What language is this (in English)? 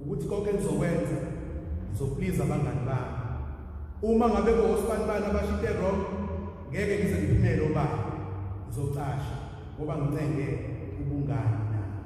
Zulu